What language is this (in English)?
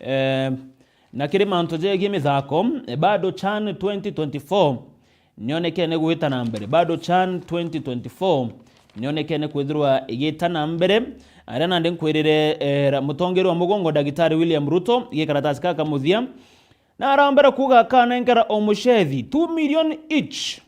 Meru